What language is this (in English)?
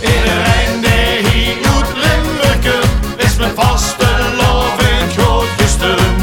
Limburgish